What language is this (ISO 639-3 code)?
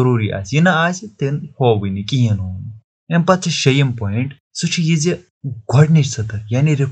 kas